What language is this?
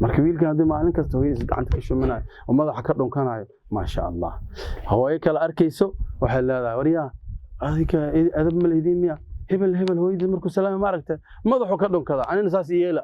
Somali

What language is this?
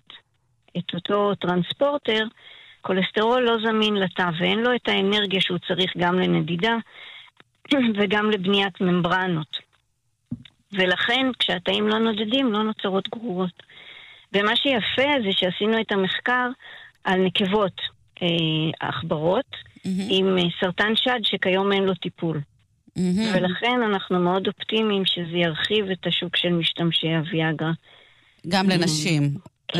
Hebrew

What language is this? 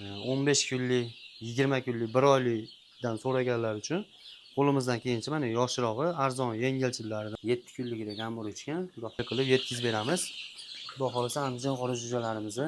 Uzbek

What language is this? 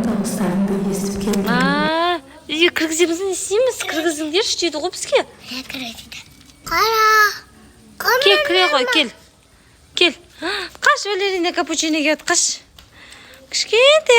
Kazakh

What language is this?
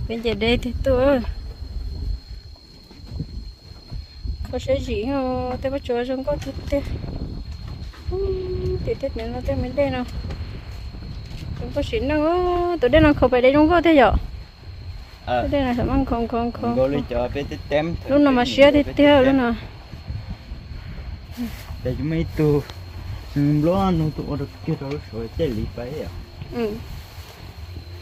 Vietnamese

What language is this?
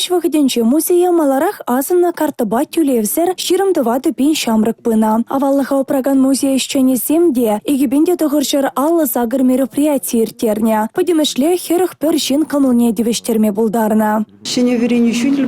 Chuvash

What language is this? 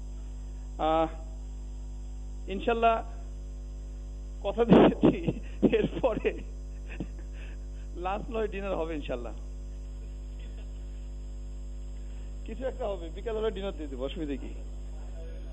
Bangla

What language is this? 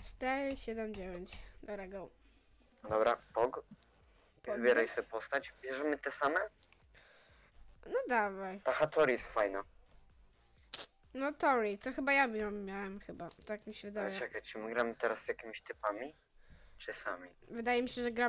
Polish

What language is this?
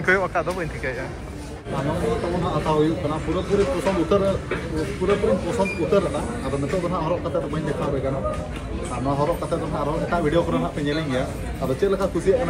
Santali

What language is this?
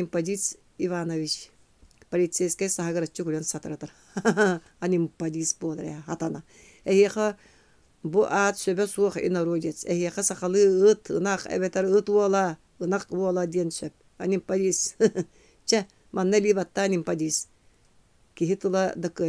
Yakut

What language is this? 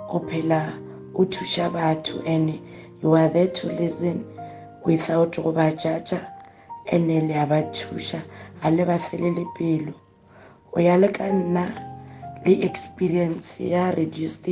Northern Sotho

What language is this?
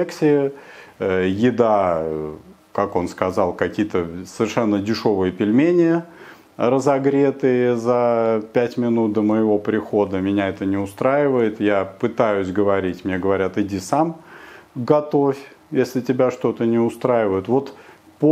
Russian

